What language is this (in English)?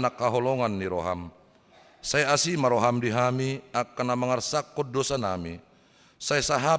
Batak Toba